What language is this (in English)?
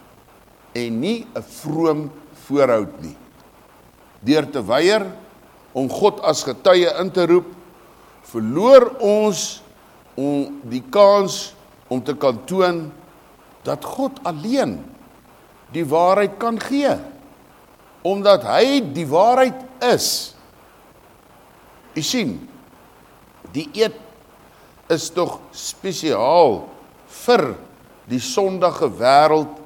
Afrikaans